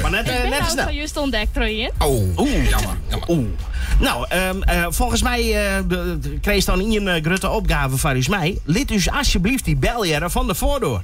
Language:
Western Frisian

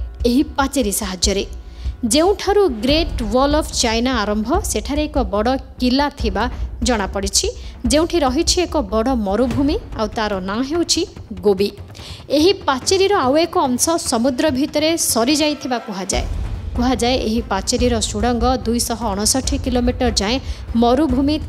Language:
Odia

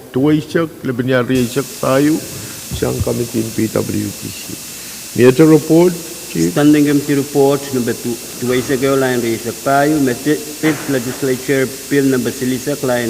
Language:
Pohnpeian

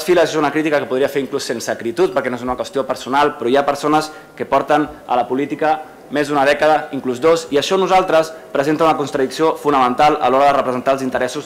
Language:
Catalan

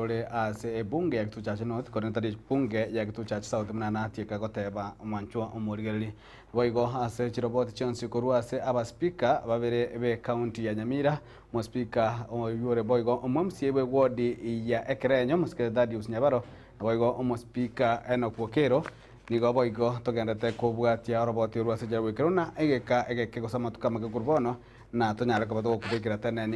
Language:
Gusii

